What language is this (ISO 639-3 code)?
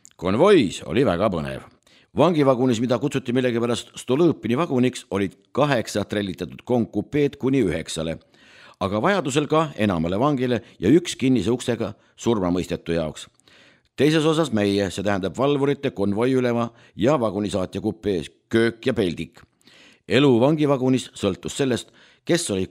est